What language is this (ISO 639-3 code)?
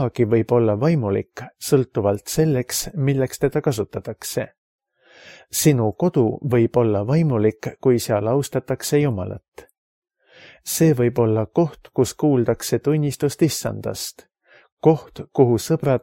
est